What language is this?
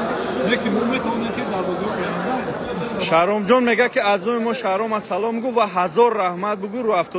Tajik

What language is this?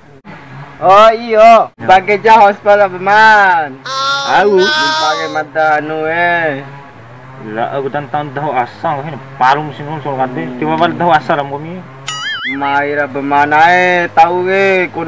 Bima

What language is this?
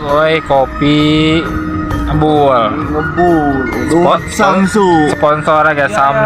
Sundanese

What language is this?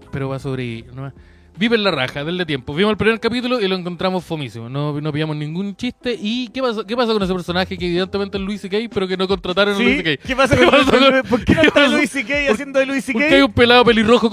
Spanish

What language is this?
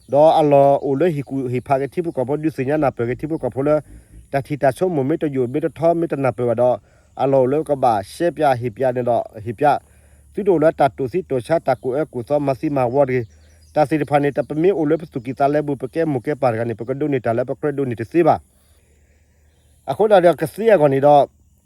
S'gaw Karen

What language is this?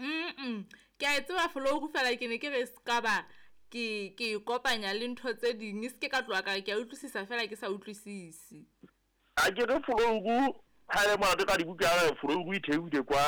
Southern Sotho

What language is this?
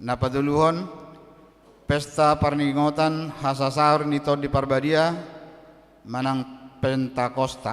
Batak Toba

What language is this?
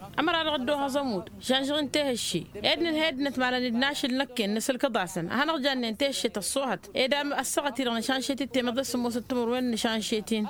Tamasheq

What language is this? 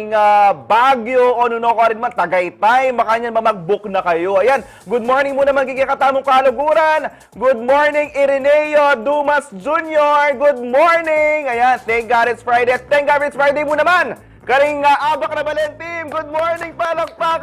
Pampanga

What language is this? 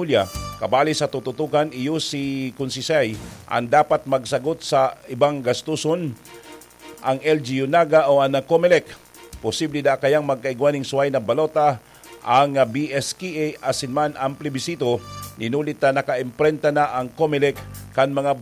Bikol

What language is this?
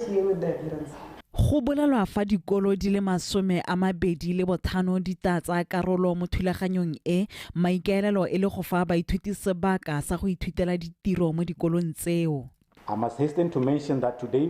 Tswana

